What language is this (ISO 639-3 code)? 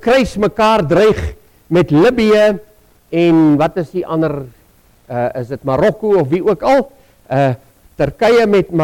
afr